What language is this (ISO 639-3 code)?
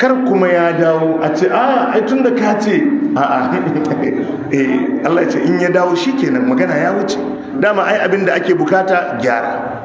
hau